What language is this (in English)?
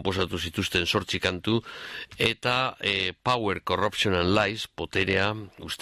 Basque